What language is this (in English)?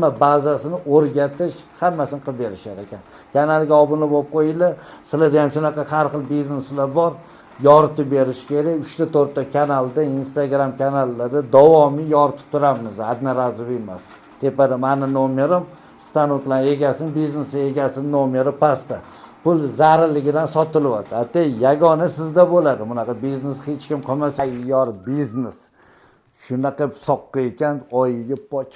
Uzbek